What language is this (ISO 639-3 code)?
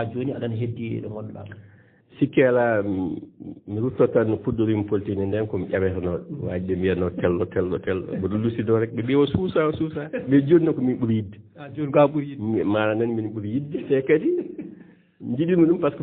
ful